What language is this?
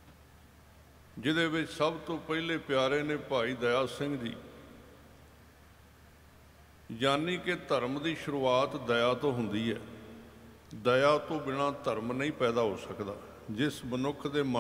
Punjabi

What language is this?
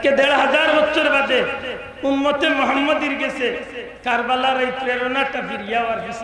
Sylheti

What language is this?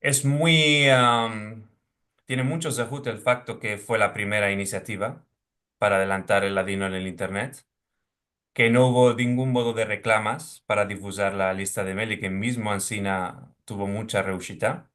Ladino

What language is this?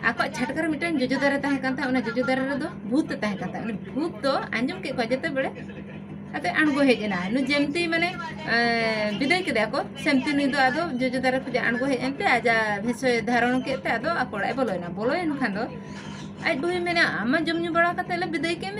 Santali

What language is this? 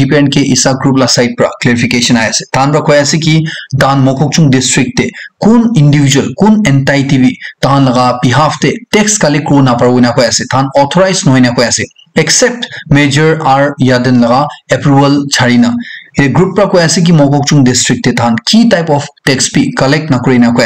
Naga Pidgin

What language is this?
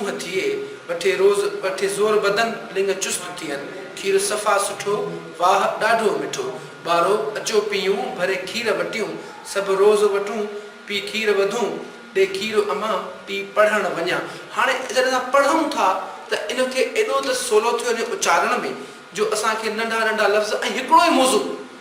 Sindhi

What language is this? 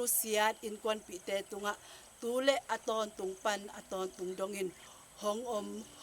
Tedim Chin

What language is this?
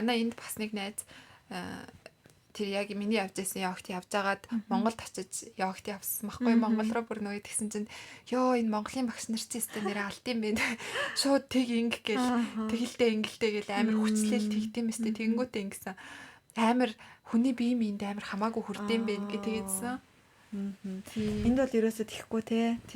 Mongolian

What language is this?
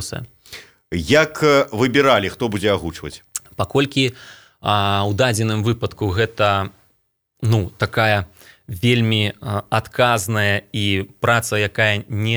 Belarusian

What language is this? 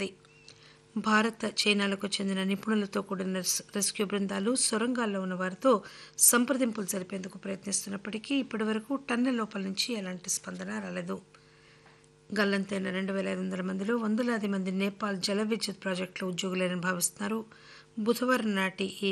Telugu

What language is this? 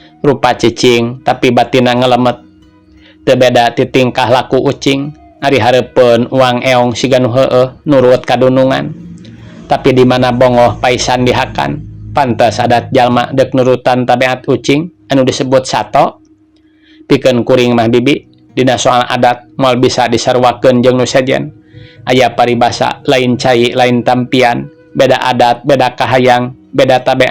Sundanese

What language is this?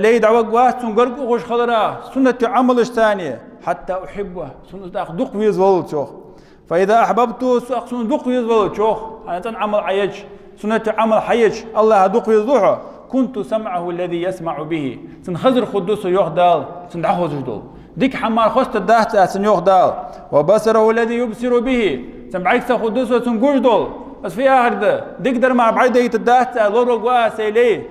Ingush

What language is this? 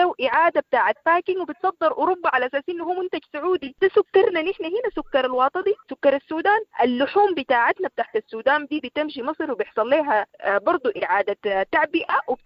Sudanese Arabic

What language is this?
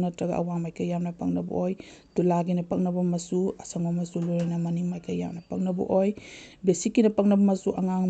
Manipuri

